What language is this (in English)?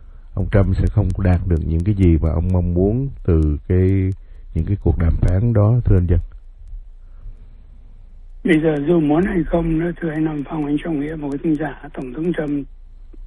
Vietnamese